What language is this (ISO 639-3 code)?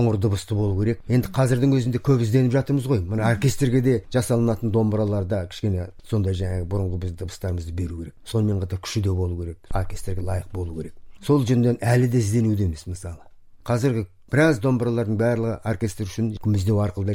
kaz